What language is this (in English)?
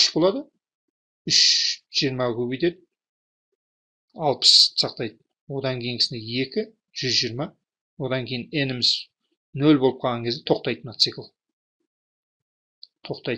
Kazakh